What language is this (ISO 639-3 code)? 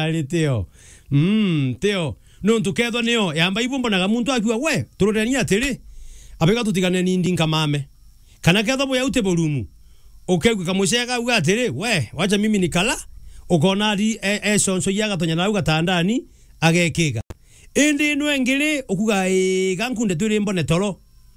mer